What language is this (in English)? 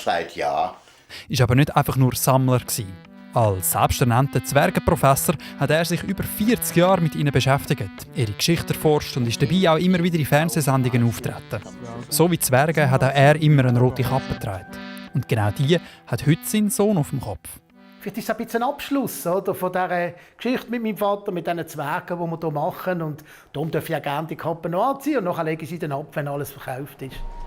Swiss German